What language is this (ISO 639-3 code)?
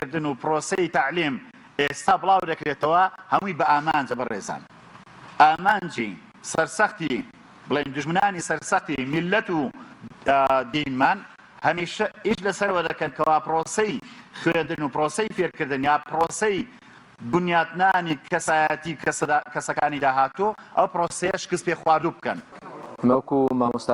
ckb